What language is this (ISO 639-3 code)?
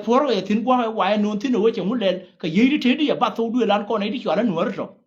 nus